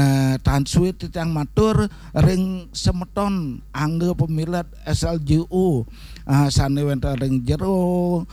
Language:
Balinese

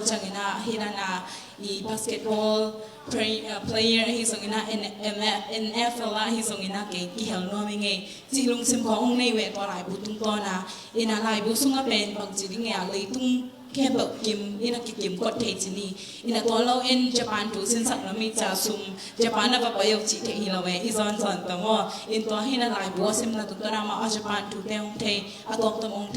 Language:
Tedim Chin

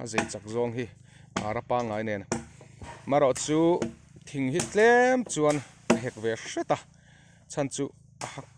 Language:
Mizo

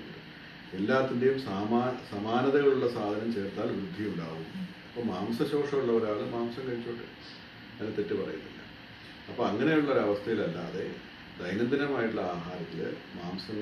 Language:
Malayalam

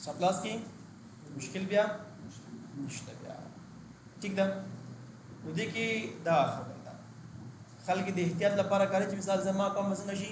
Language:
Pashto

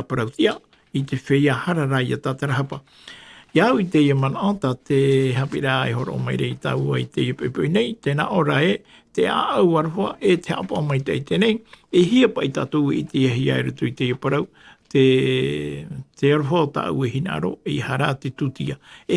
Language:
Tahitian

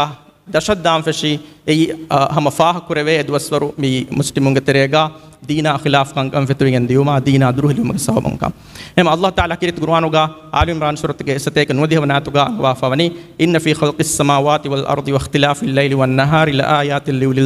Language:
Divehi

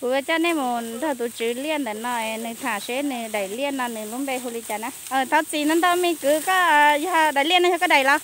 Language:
Hmong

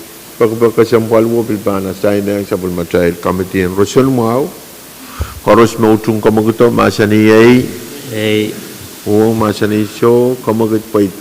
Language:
Pohnpeian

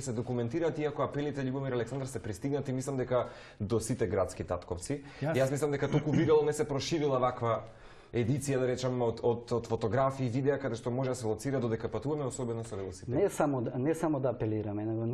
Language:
Macedonian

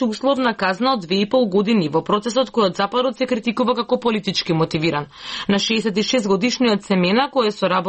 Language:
Macedonian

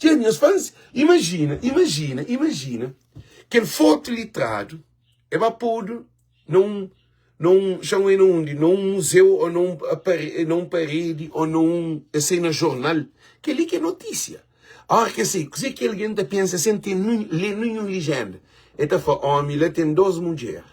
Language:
Kabuverdianu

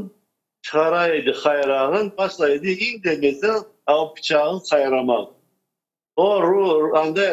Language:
Crimean Tatar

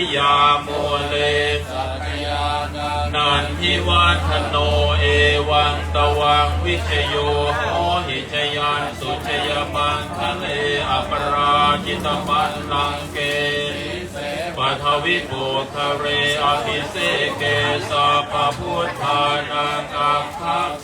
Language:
Pali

